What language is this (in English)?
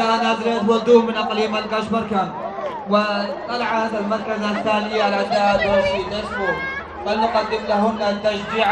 Tigrinya